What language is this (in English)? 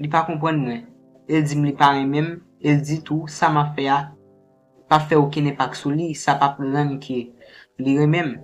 Haitian Creole